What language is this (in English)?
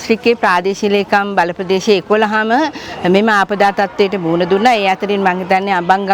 Sinhala